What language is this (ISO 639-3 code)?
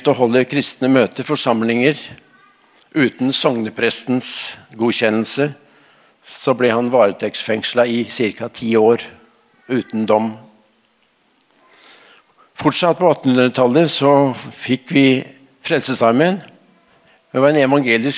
nor